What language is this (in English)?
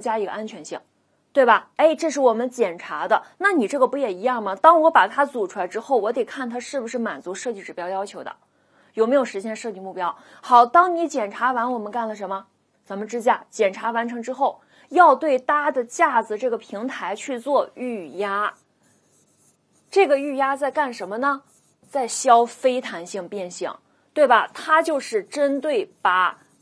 Chinese